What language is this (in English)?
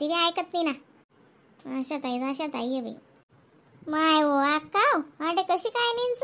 Khandesi